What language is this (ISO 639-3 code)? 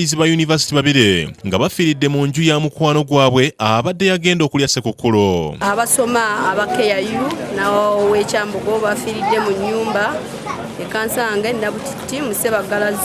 lug